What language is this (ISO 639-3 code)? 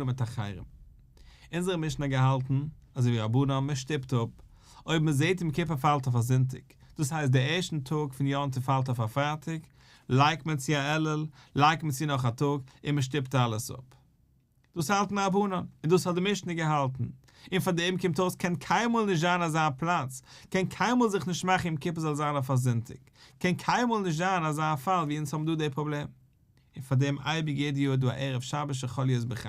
yid